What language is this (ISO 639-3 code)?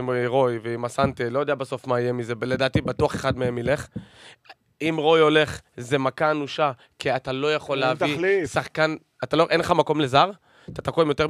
heb